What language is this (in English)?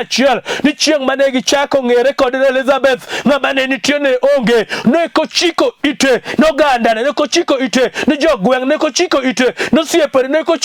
Luo (Kenya and Tanzania)